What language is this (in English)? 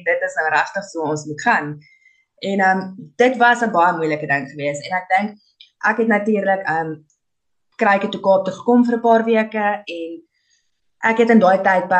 Afrikaans